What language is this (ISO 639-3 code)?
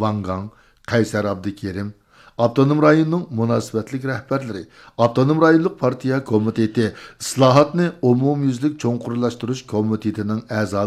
uig